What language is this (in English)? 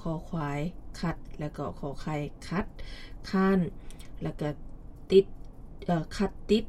Lao